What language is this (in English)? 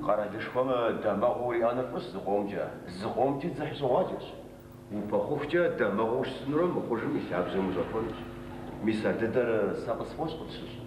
Kabardian